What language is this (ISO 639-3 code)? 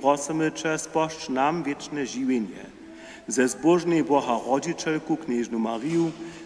hsb